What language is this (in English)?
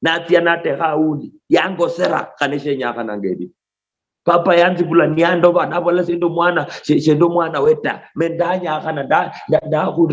Luyia